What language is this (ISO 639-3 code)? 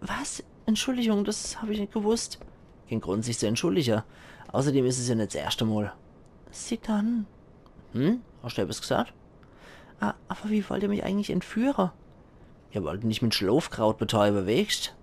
pfl